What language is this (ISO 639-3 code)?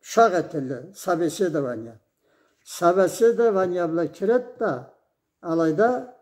krc